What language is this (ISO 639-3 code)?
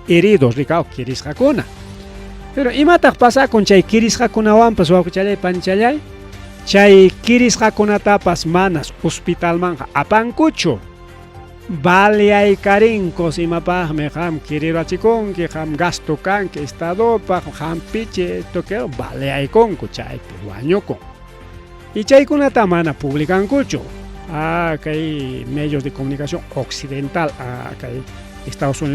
quy